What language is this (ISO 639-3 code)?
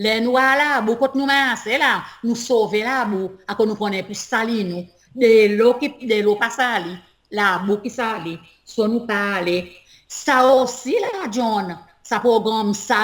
crs